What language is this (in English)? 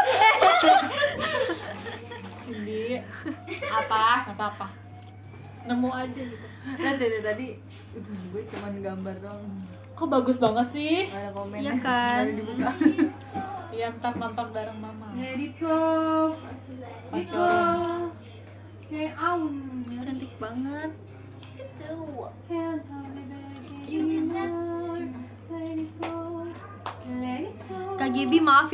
Indonesian